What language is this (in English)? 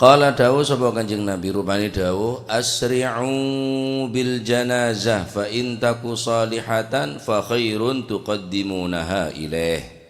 Madurese